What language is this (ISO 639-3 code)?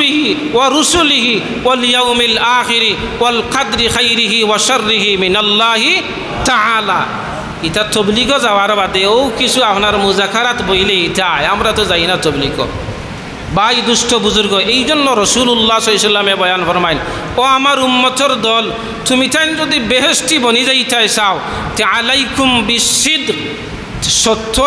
syl